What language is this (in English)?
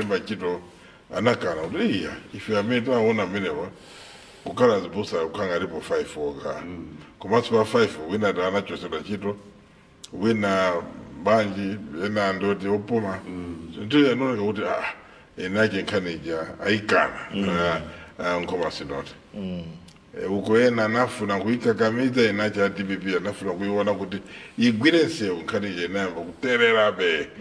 Nyanja